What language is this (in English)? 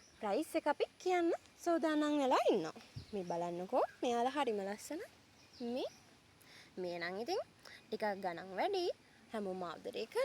Sinhala